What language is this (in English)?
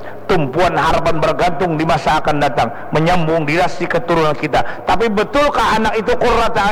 Banjar